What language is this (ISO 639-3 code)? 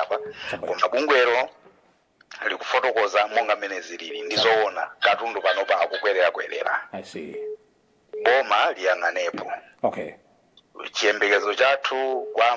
nya